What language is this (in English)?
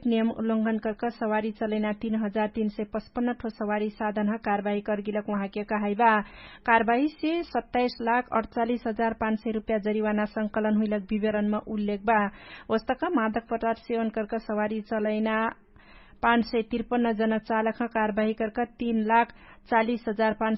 Dangaura Tharu